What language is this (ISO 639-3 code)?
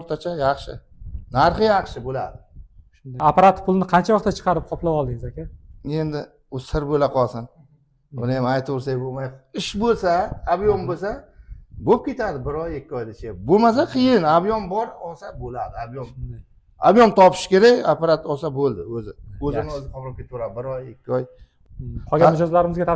uzb